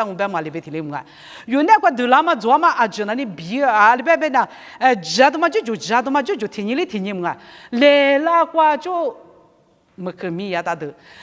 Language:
Lisu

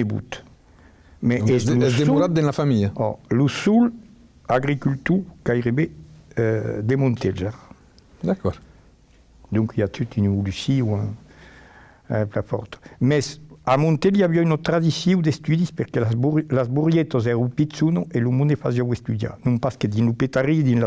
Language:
Occitan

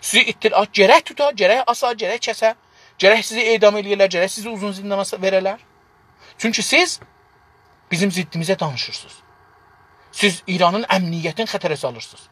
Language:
South Azerbaijani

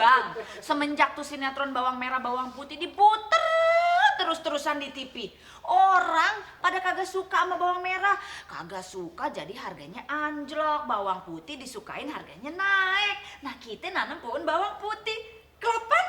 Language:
Betawi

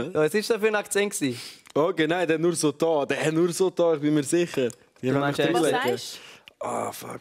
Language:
Swiss German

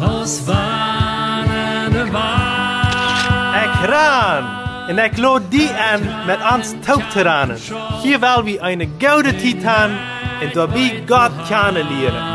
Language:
Plautdietsch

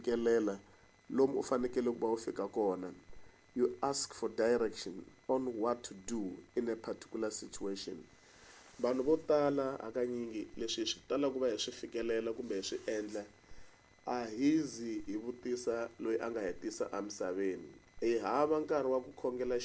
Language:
Tsonga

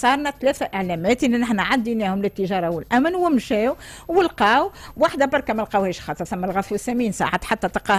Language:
Tunisian Arabic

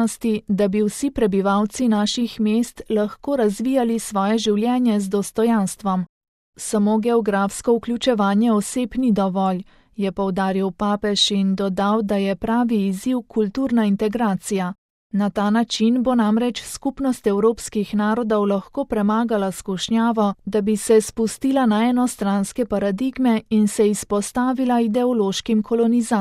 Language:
Slovenian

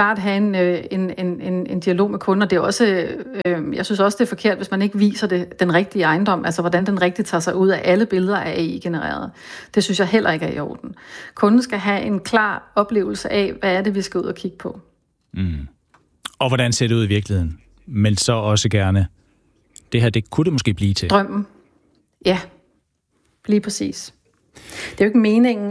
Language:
Danish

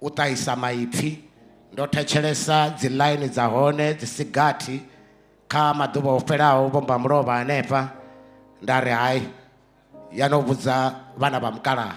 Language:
Venda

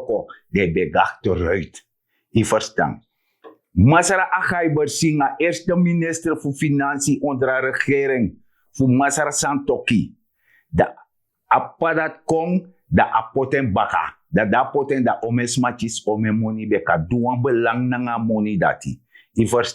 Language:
Sranan Tongo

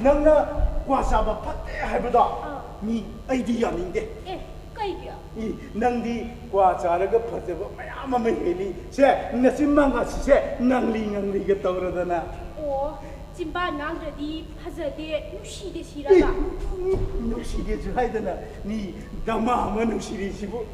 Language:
Manipuri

